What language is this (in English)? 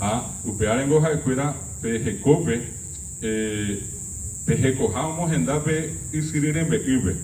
Guarani